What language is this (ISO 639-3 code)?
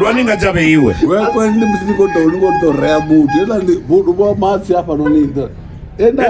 ven